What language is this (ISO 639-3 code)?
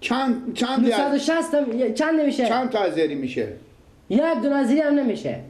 fas